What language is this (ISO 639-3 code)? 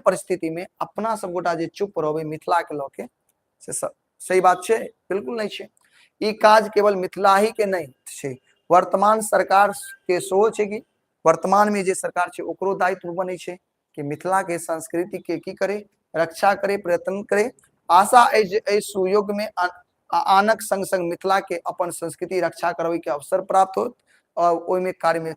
mai